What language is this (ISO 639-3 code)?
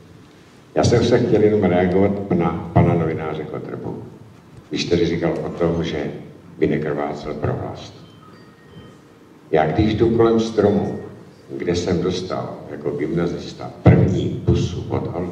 ces